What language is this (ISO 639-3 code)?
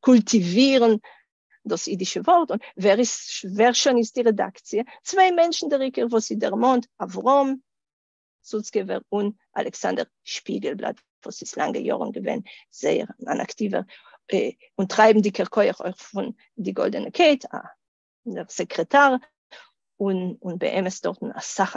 yid